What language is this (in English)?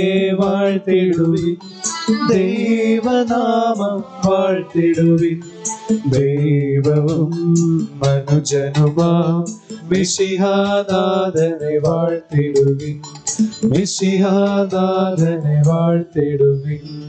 Malayalam